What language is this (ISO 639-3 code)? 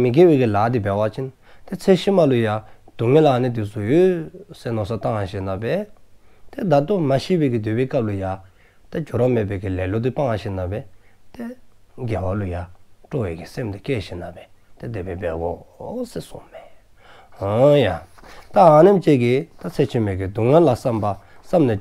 dzo